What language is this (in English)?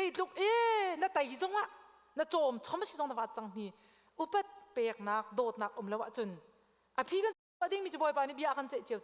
Hakha Chin